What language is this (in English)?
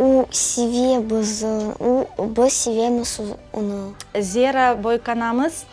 Crimean Tatar